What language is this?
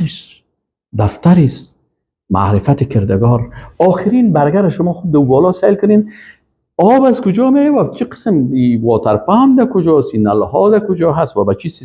Persian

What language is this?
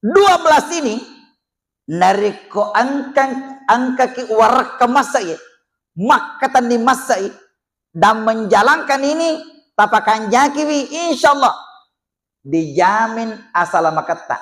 Buginese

